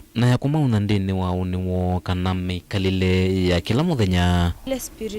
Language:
Kamba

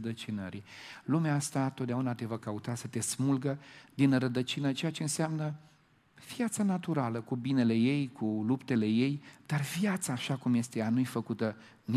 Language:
Romanian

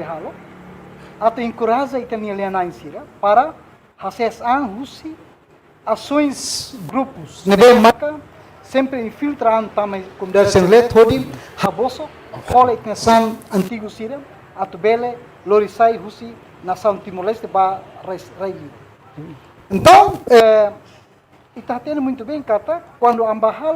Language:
Tetum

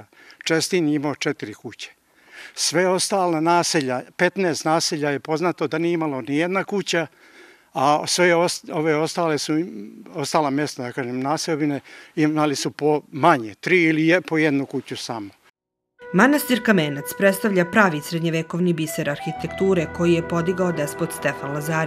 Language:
Serbian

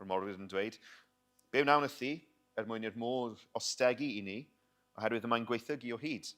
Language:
Welsh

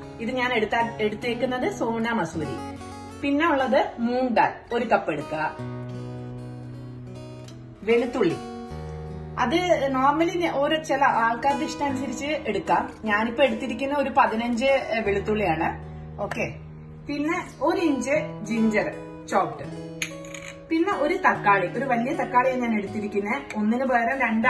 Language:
Malayalam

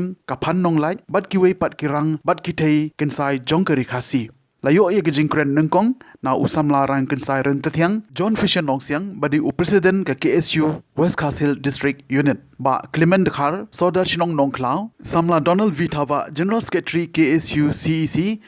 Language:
Khasi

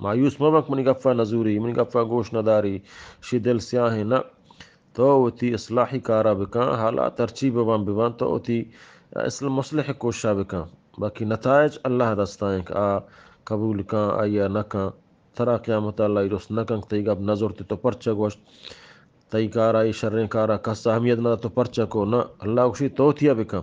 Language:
Eastern Balochi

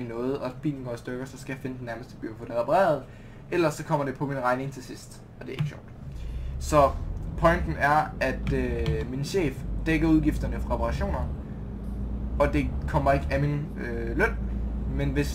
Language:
Danish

